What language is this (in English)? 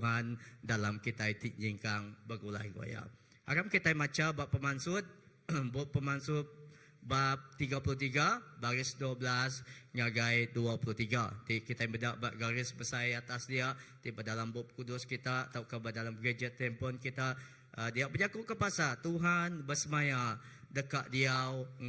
Iban